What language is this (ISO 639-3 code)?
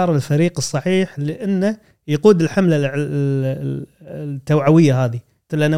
afb